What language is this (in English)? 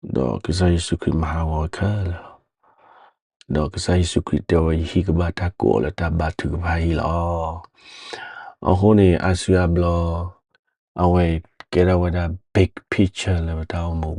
S'gaw Karen